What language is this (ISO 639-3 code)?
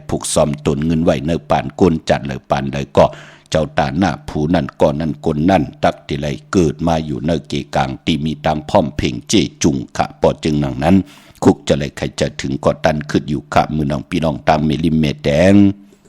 shn